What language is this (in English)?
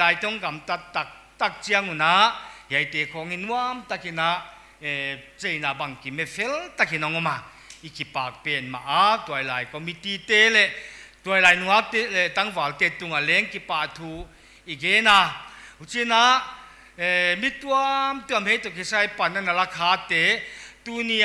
Paite Chin